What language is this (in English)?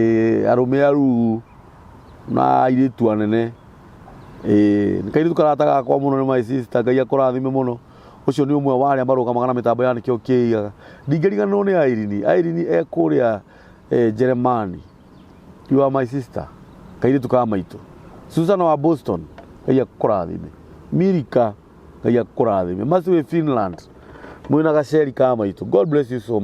Kikuyu